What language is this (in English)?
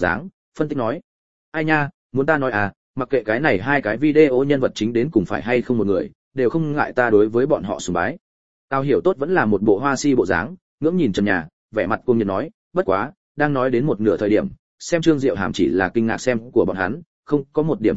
Vietnamese